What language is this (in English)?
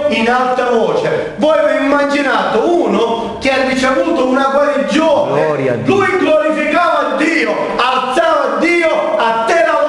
Italian